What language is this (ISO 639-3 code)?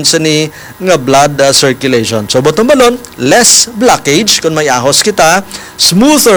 hil